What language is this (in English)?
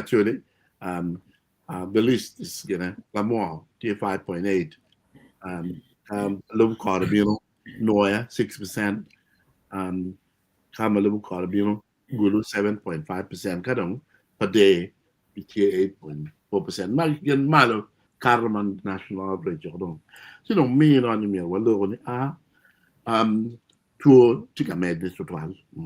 Acoli